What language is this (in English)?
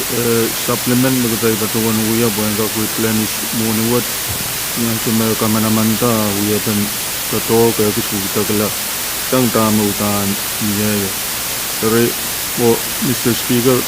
Pohnpeian